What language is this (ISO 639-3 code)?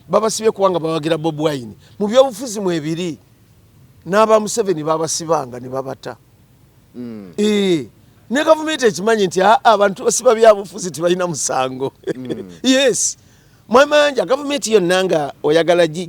lug